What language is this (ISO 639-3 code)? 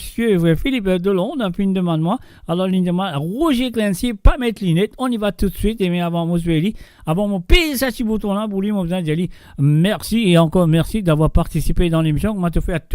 mfe